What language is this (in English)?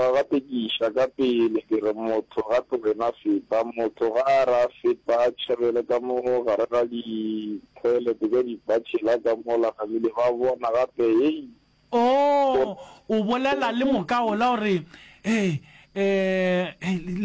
Northern Sotho